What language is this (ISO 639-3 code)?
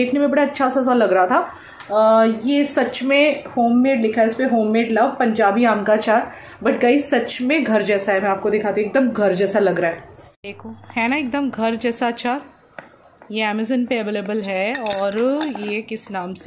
hin